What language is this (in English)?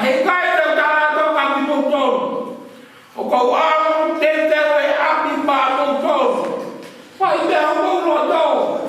Tongan